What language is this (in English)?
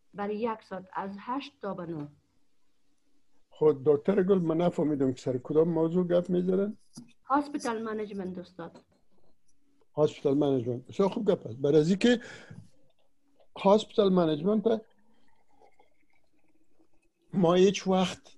Persian